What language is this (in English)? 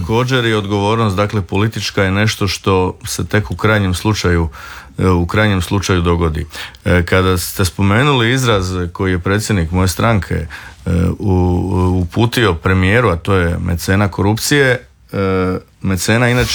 Croatian